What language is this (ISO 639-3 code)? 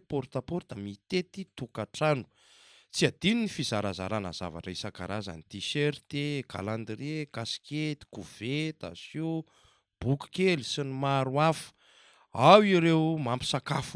mlg